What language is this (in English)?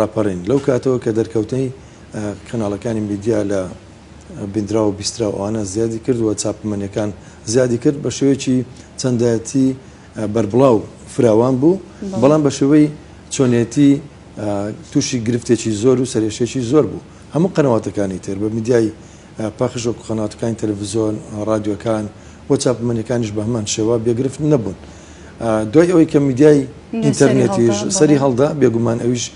Central Kurdish